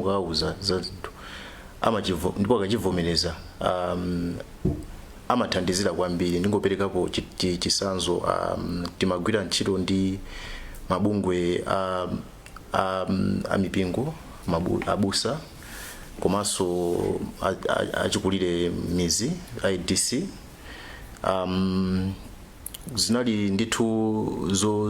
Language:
Nyanja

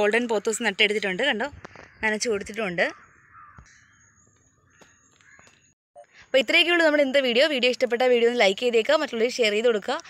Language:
Malayalam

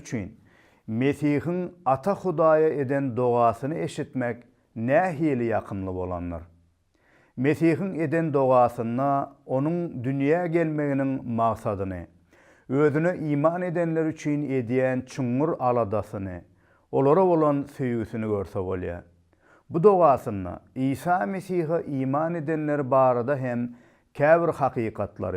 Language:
Turkmen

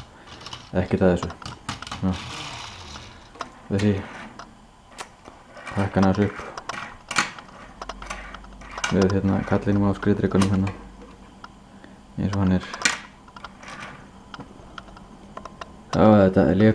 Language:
Icelandic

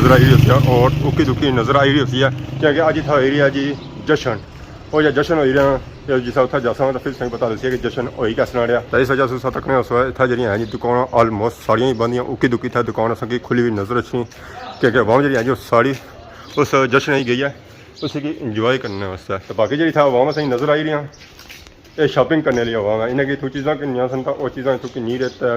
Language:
Pahari-Potwari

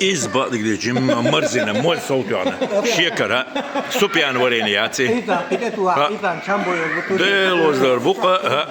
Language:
Chechen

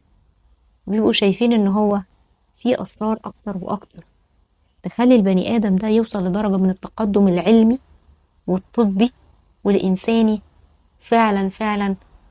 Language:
Egyptian Arabic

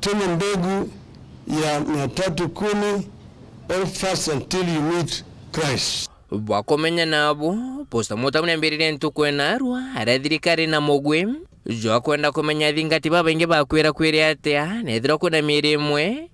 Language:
Meru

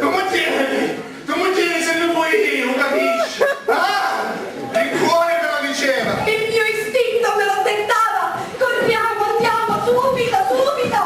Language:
Sicilian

